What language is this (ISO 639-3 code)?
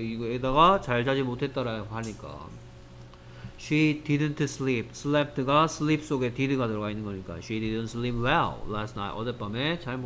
kor